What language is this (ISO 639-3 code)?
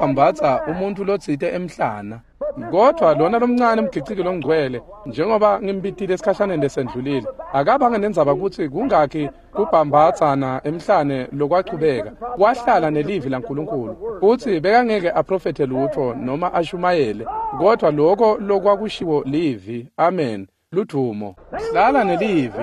ssw